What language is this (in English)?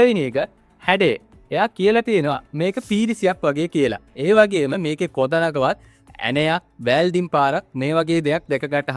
Sinhala